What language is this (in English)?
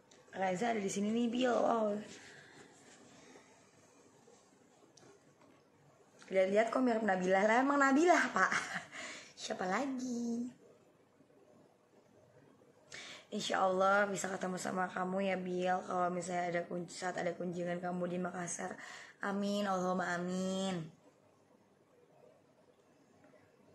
Indonesian